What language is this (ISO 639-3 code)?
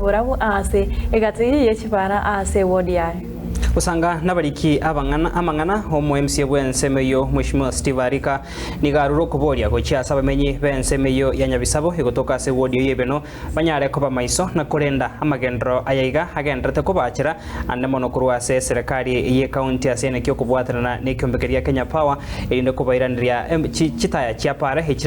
guz